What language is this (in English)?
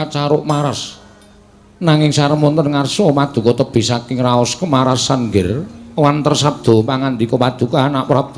Javanese